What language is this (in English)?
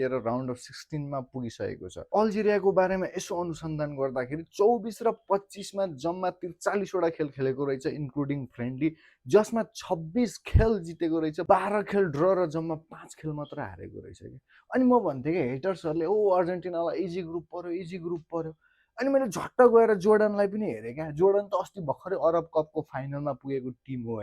Nepali